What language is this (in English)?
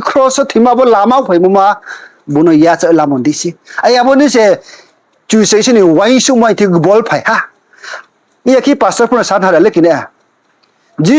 Riang (India)